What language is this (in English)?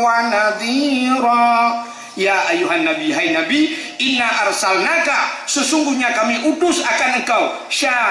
Achinese